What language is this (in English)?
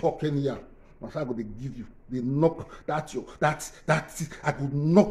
Nigerian Pidgin